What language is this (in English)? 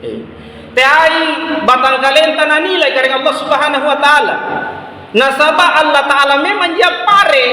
Makasar